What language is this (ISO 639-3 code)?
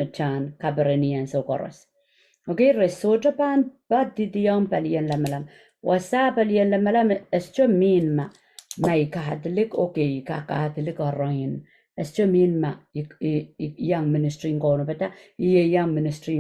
pon